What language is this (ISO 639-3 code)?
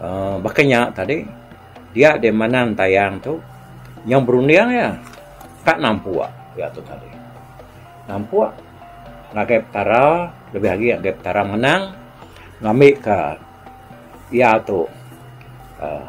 iba